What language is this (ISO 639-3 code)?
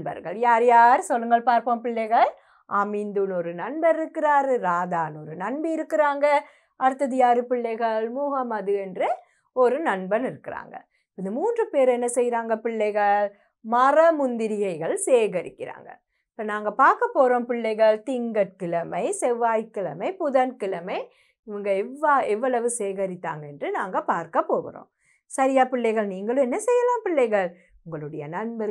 tam